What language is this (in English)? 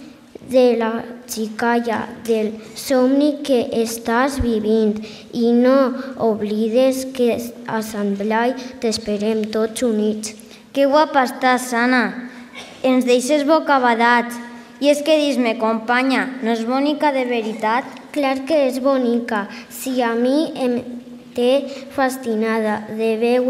Catalan